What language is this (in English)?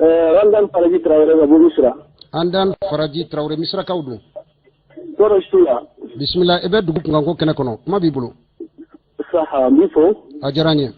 Bambara